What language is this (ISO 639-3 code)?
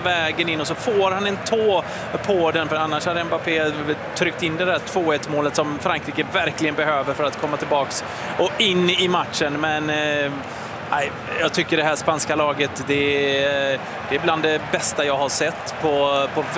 swe